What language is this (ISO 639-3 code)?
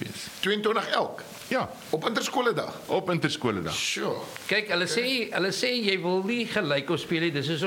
afr